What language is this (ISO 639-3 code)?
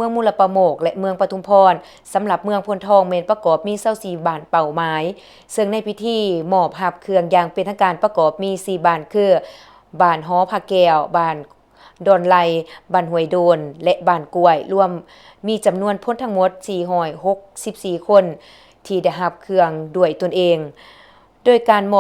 lao